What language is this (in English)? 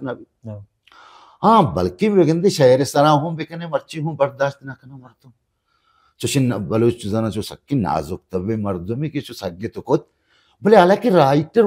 Baluchi